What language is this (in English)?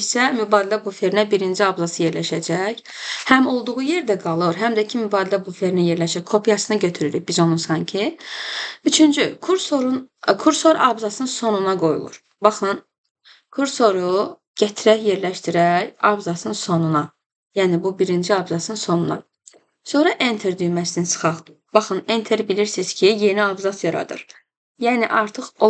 Azerbaijani